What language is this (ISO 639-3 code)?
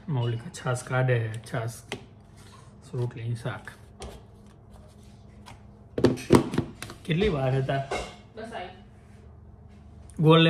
guj